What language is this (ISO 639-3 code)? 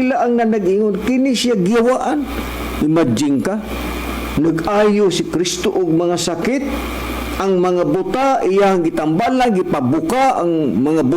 ceb